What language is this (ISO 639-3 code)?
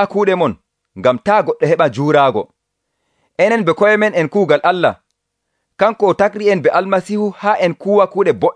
fuv